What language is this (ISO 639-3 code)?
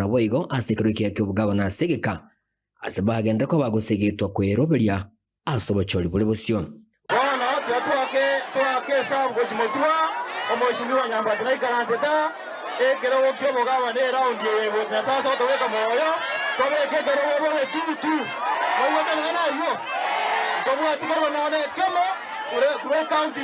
guz